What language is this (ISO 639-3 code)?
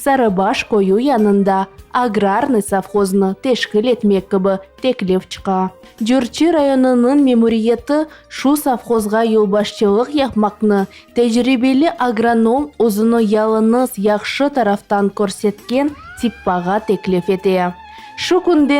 crh